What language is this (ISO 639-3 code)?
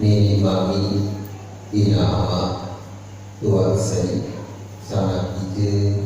sas